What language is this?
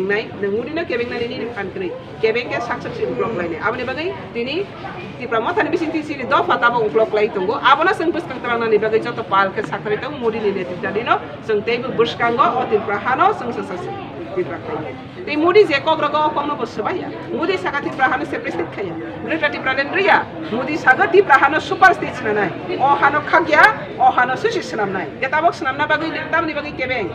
Kok Borok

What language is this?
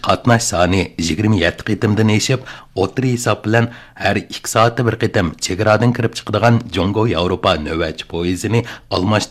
Uyghur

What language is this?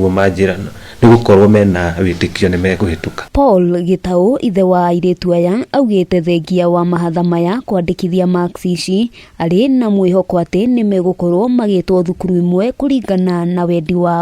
Kikuyu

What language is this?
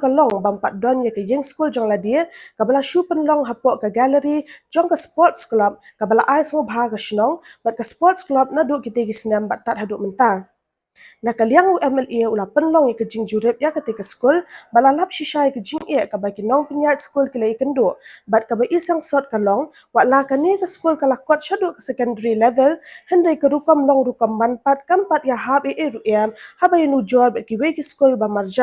Khasi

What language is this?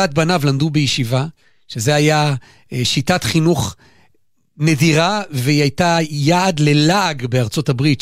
Hebrew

